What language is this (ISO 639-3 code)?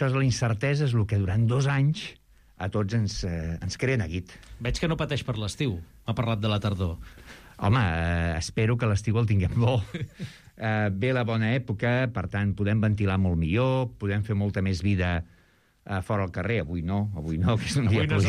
cat